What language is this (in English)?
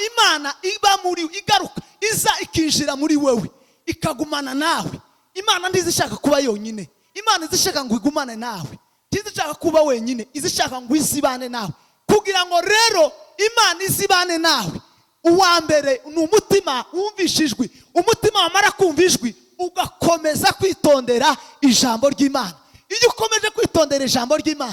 Kinyarwanda